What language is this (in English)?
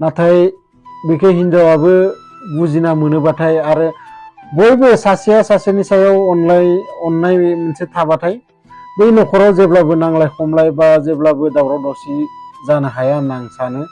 Bodo